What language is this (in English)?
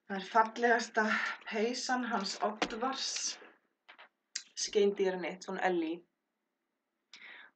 Icelandic